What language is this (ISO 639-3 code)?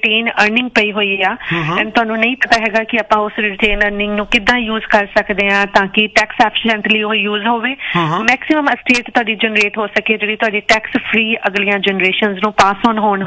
pan